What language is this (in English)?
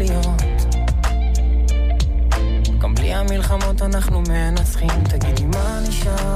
Hebrew